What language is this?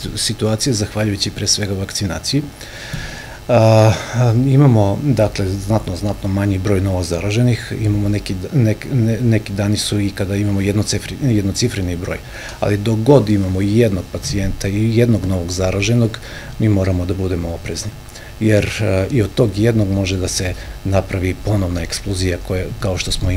Serbian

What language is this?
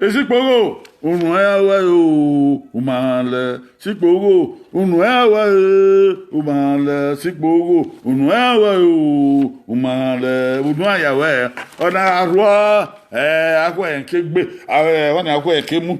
Bini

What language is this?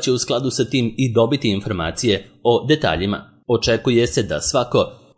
Serbian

